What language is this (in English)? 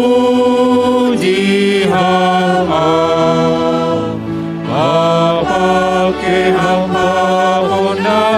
Batak Simalungun